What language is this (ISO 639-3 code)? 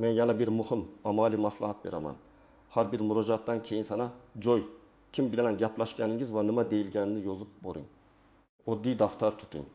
uzb